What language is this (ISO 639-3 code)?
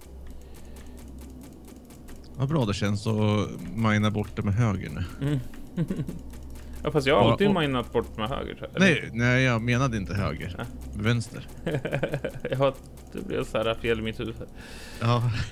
swe